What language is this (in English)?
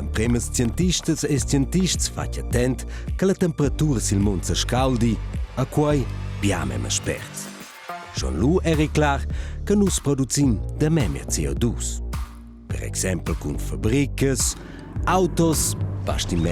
Romansh